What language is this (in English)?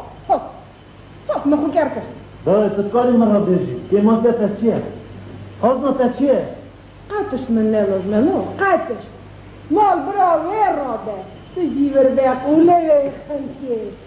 Kurdish